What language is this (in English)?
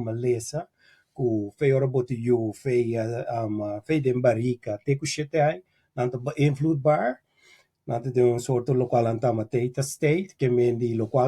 Papiamento